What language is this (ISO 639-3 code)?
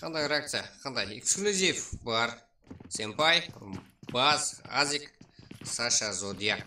kaa